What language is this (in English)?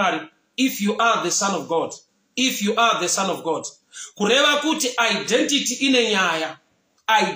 Shona